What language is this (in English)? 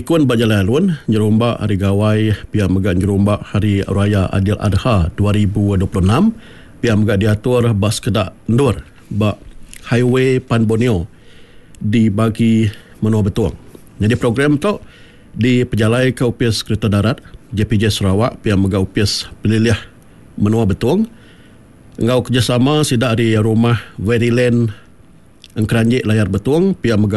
Iban